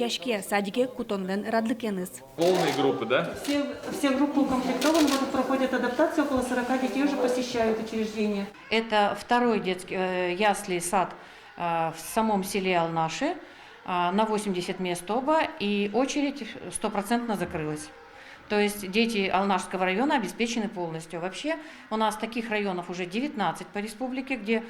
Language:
Udmurt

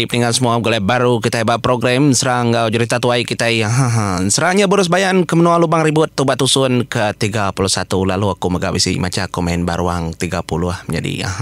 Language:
Iban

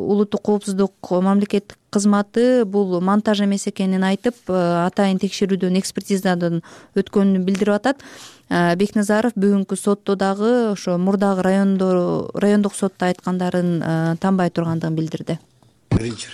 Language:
Kyrgyz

